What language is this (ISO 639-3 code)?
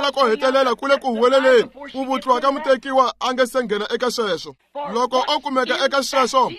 tso